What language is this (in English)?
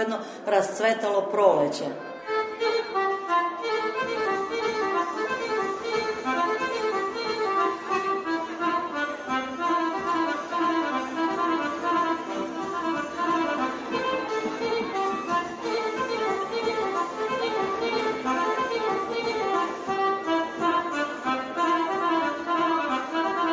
Serbian